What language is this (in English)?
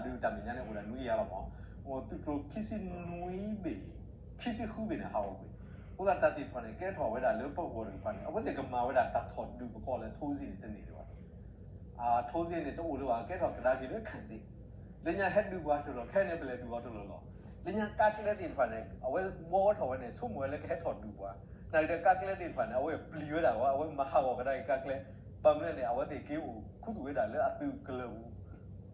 S'gaw Karen